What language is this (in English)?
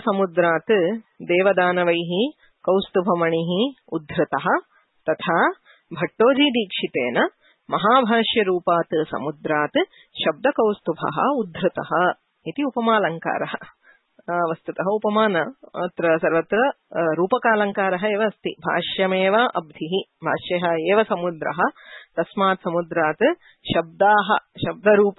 Sanskrit